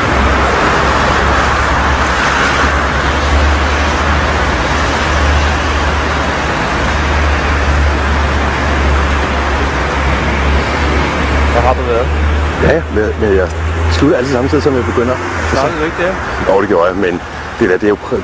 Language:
Danish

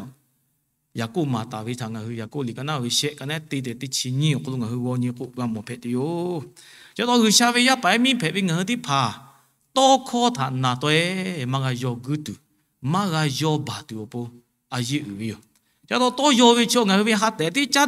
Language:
Lahu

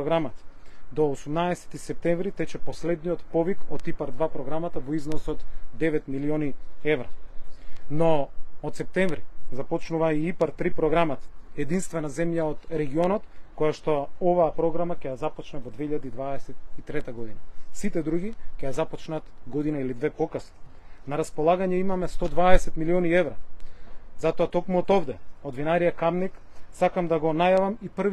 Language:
Macedonian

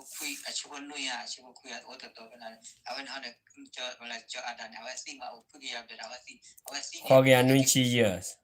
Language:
S'gaw Karen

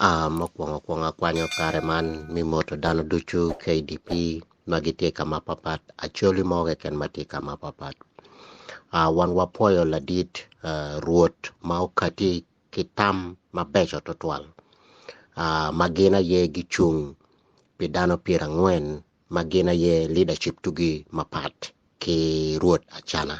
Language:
Acoli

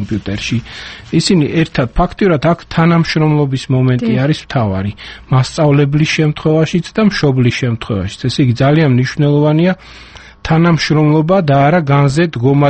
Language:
Georgian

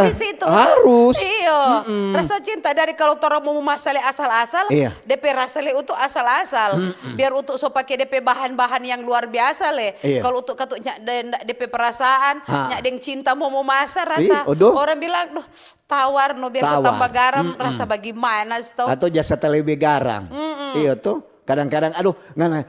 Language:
Manado Malay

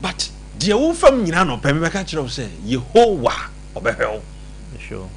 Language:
Akan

